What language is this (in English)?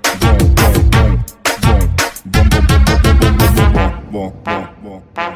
Portuguese